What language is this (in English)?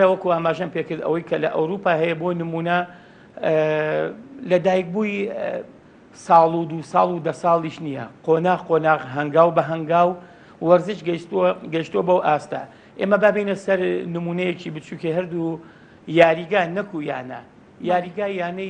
Central Kurdish